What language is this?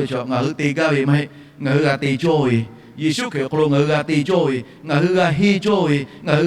Lahu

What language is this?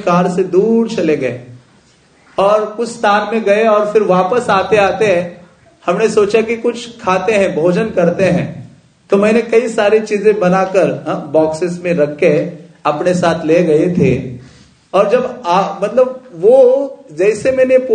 Hindi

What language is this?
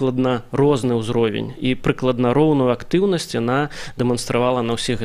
Belarusian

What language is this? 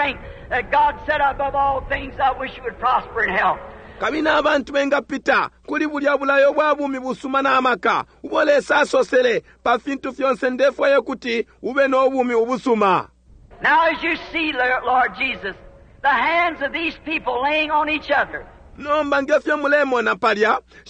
Bemba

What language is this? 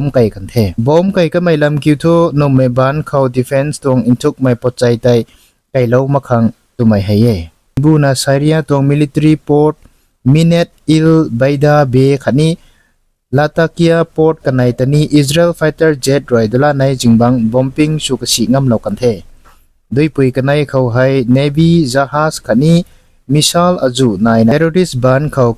Rongmei Naga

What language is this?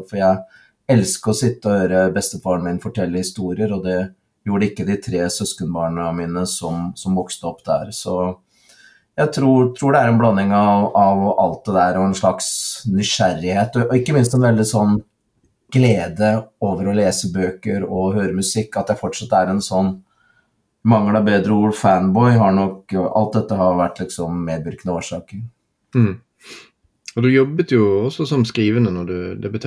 Norwegian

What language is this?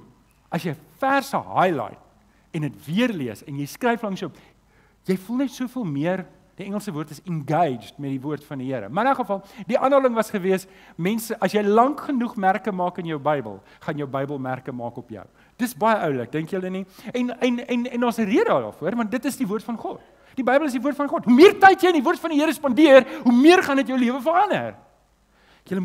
Afrikaans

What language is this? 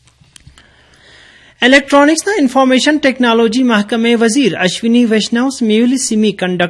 Urdu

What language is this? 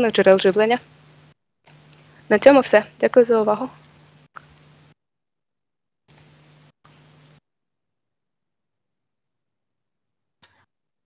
Ukrainian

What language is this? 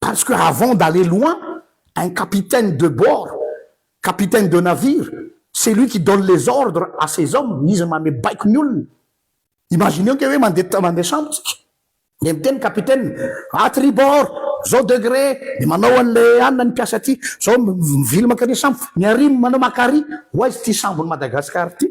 Malagasy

